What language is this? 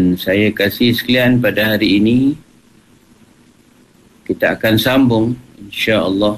Malay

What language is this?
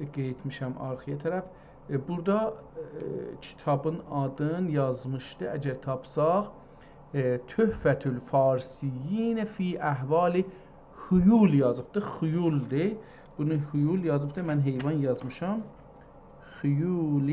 South Azerbaijani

